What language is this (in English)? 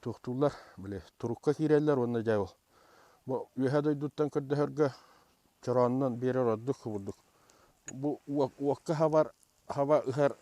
Yakut